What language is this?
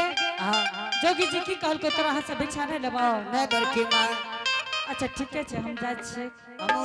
Angika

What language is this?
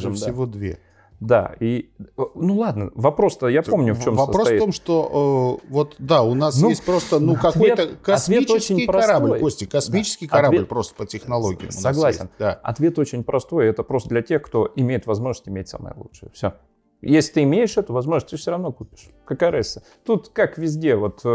Russian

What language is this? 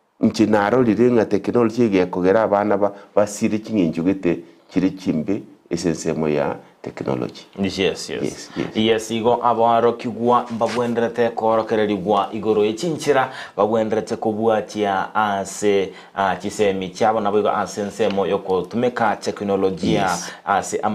Gusii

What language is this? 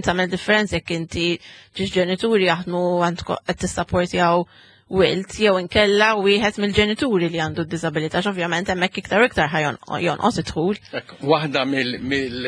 Maltese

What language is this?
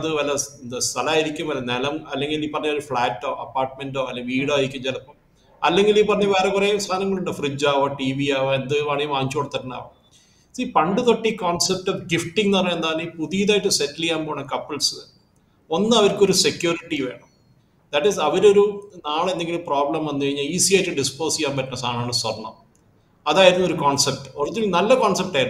Malayalam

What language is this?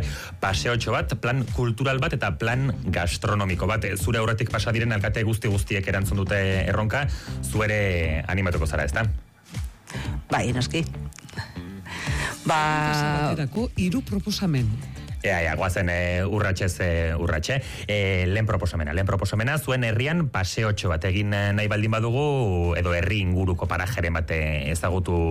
Basque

